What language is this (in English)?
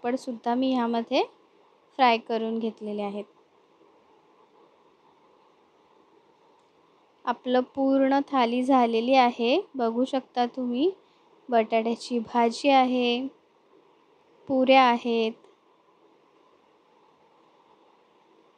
Marathi